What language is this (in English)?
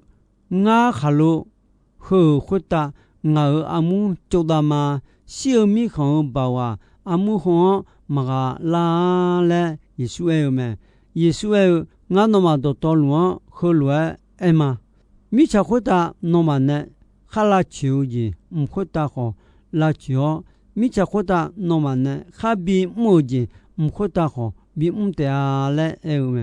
Akha